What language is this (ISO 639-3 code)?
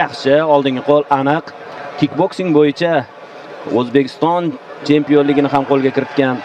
uzb